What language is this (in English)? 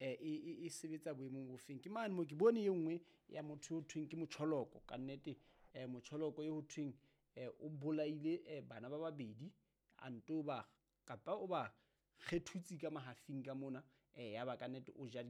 Southern Sotho